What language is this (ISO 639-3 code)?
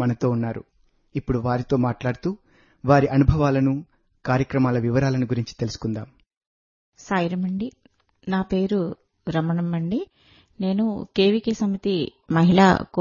tel